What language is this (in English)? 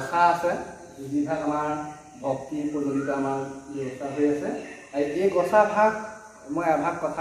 Assamese